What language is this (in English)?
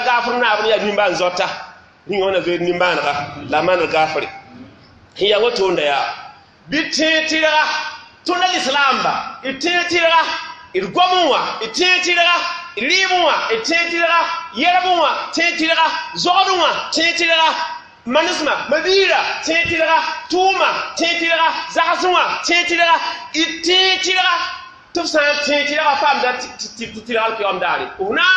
Mossi